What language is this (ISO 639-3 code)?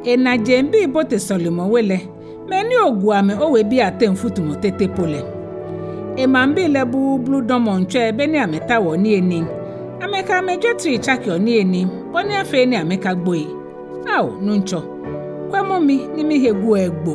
gaa